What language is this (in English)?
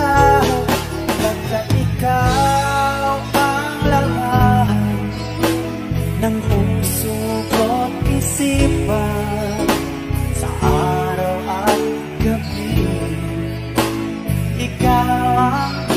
Filipino